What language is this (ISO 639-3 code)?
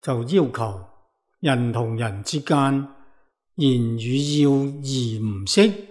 yue